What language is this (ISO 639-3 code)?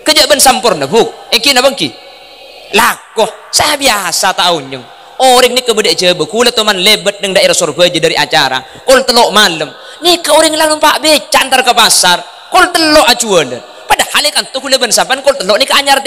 mad